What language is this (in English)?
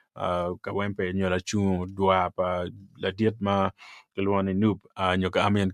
Acoli